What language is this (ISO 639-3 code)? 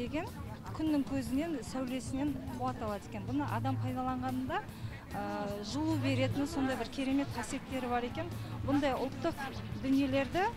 kaz